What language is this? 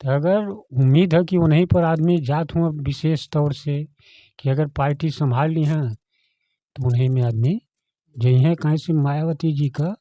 Bhojpuri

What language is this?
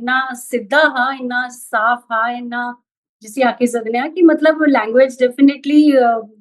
Dogri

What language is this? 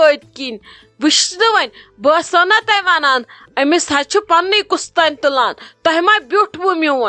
Kashmiri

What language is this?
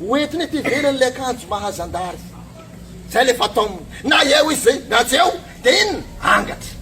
Malagasy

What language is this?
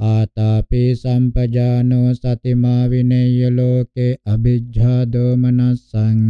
Pali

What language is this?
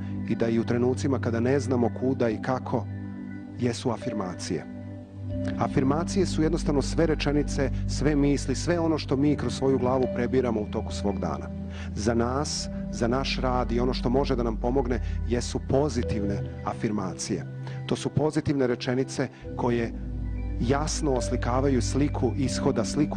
Serbian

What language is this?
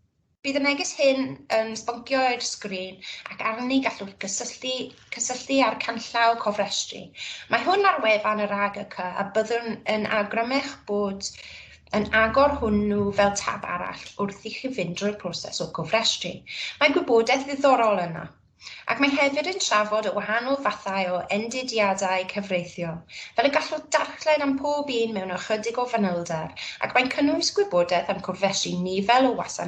Welsh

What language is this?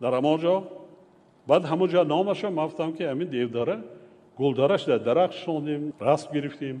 Tajik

